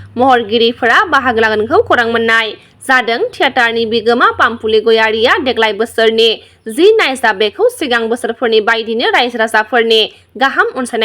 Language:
Bodo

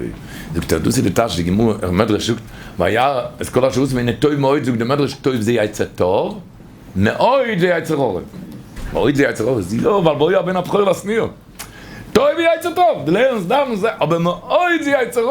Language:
Yiddish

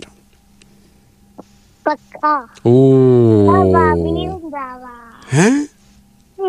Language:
Punjabi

